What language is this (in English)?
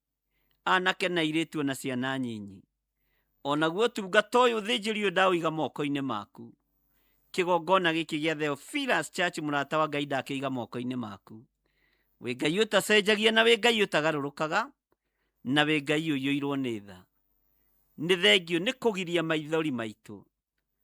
Kikuyu